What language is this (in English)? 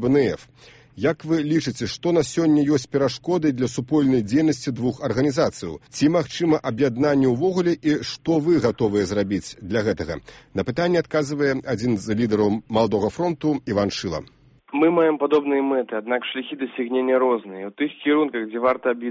Belarusian